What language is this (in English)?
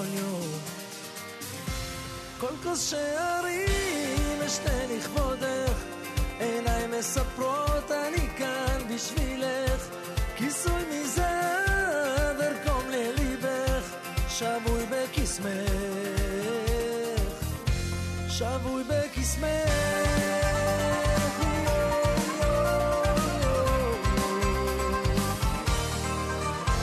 Hebrew